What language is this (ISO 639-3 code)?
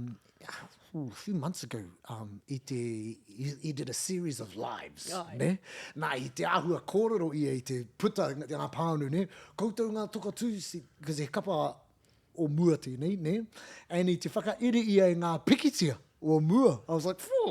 mri